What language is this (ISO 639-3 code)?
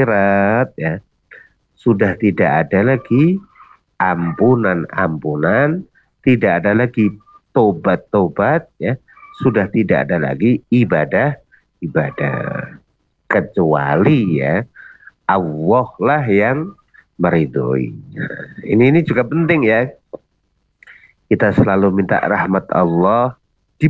ind